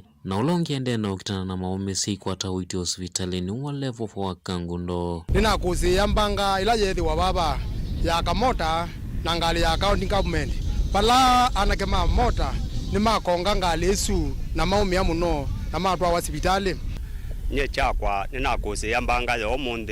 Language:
Kamba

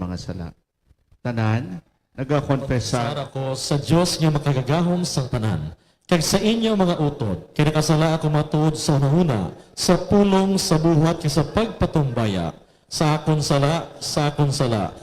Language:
Hiligaynon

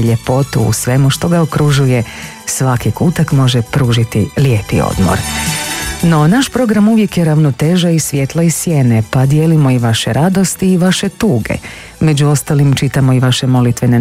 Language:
Croatian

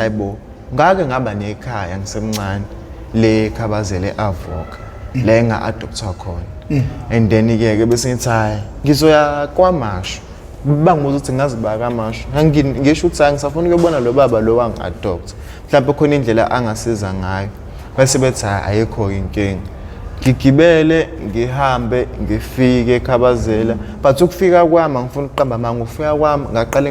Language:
Zulu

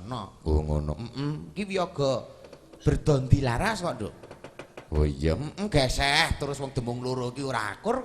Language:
Javanese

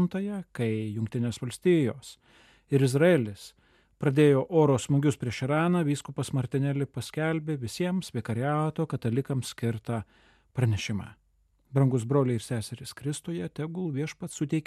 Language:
Lithuanian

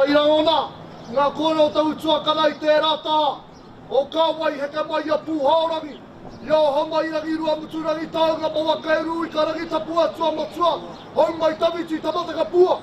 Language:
Māori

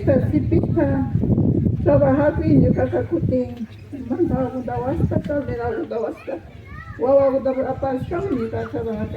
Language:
Imbabura Highland Quichua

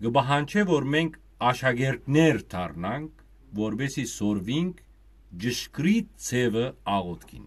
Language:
Western Armenian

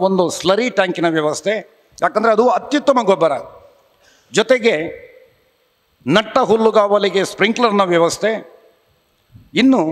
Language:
Kannada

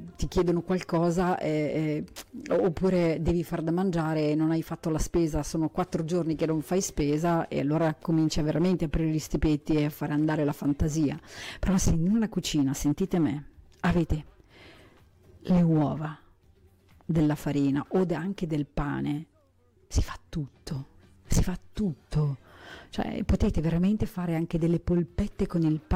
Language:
Italian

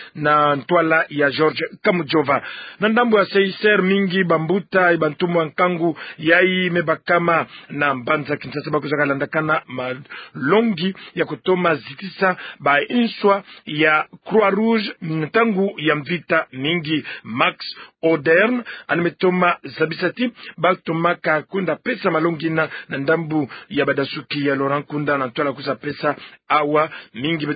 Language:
Kituba (Democratic Republic of Congo)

